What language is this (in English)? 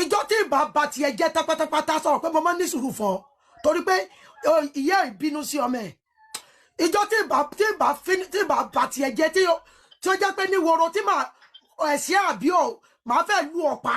Yoruba